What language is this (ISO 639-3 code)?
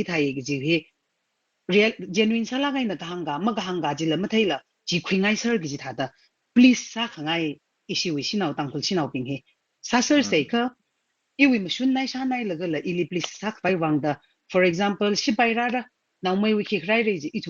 nmf